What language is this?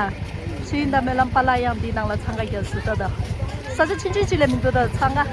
Tibetan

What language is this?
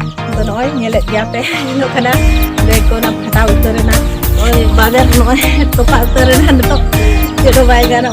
Santali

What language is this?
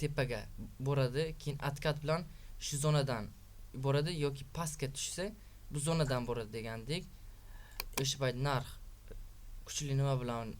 Uzbek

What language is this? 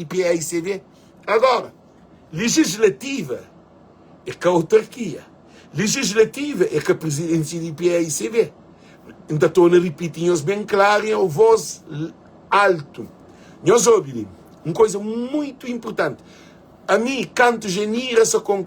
Kabuverdianu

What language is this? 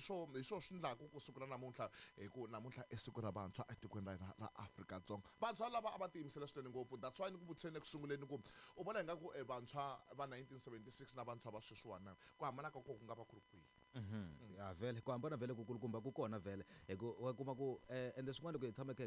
Tsonga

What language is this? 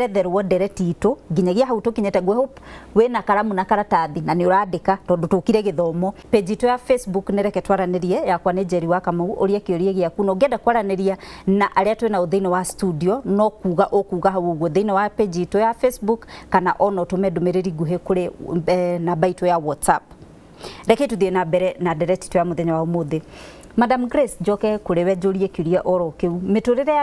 Kikuyu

